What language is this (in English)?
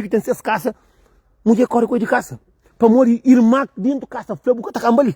Kabuverdianu